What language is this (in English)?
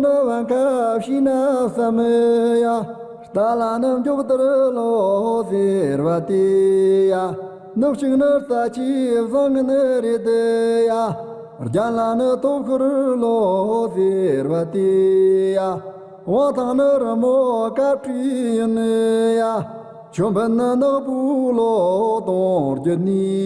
Tibetan